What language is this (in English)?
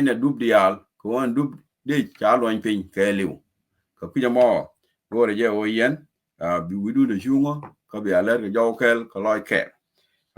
Nuer